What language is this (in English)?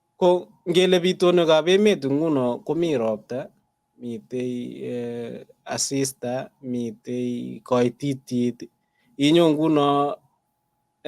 Kalenjin